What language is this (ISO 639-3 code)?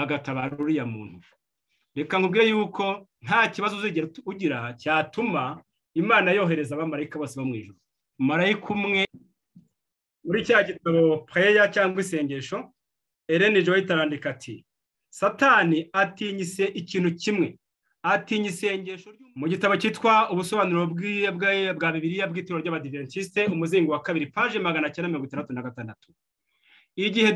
kin